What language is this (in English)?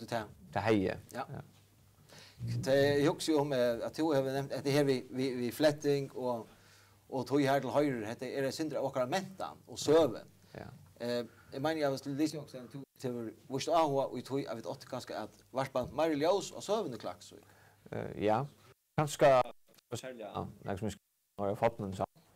Faroese